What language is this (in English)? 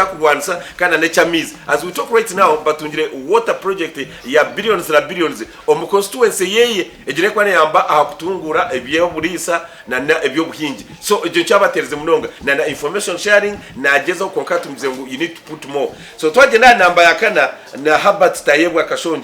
Nyankole